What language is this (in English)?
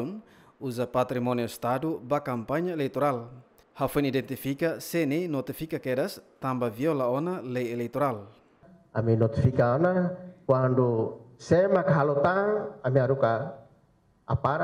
Tetum